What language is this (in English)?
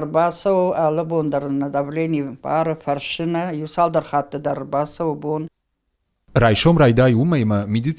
Ossetic